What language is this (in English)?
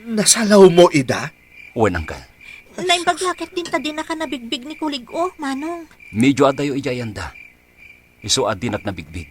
Iloko